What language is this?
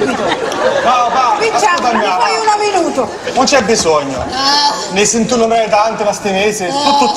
Sicilian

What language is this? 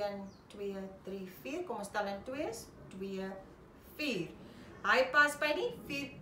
Afrikaans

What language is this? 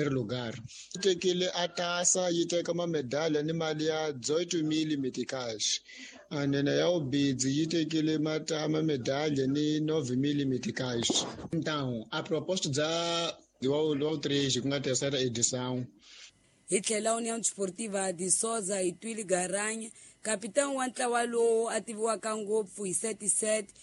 Tsonga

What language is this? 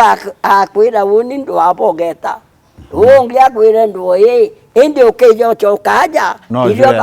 Meru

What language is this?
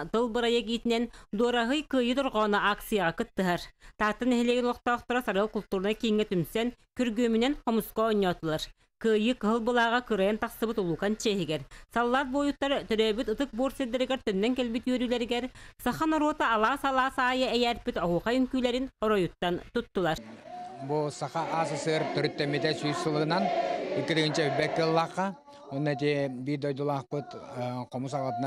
Yakut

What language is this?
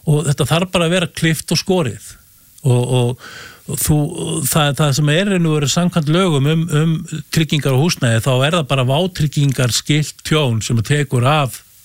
Icelandic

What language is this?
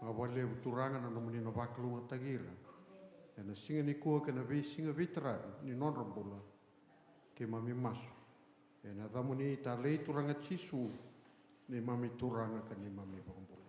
Fijian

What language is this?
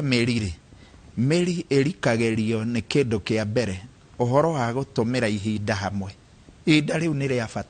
Kikuyu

